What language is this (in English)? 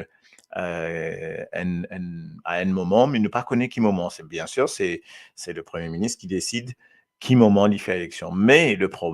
Morisyen